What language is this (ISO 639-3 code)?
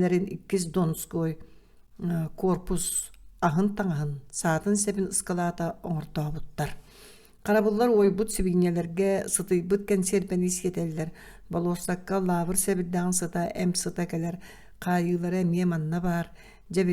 sah